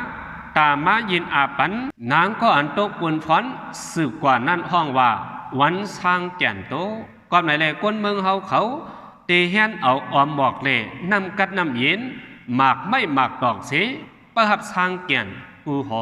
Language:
Shan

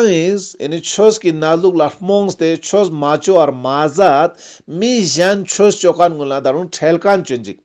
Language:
Ladakhi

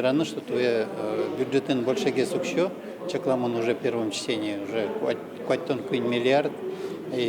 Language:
Udmurt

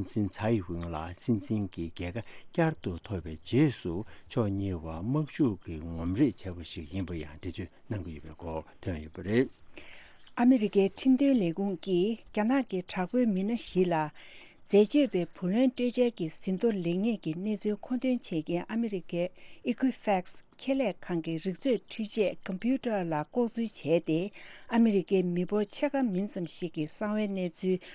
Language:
Tibetan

